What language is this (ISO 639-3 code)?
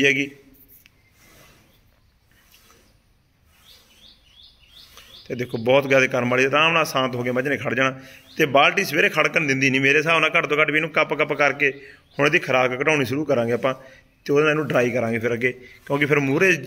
pan